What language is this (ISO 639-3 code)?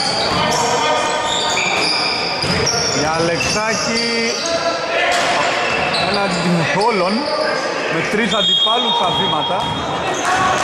ell